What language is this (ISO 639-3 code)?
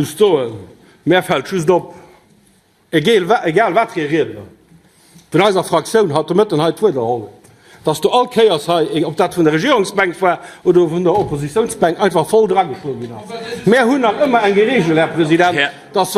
ltz